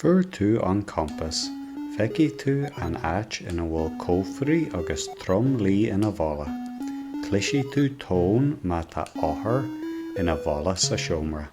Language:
Irish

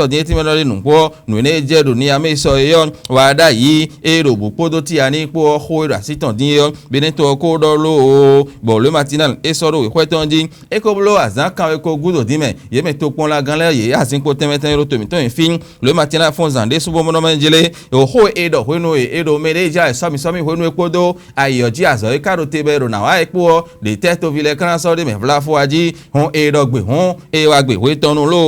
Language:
Fon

